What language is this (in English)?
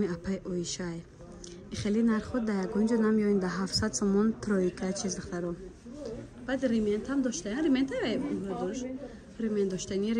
Tajik